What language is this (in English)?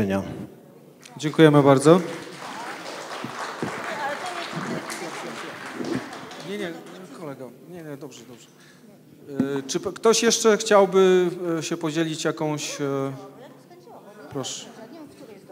Polish